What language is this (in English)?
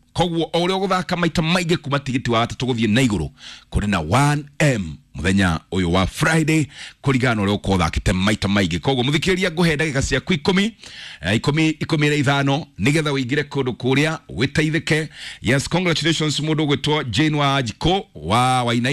Kikuyu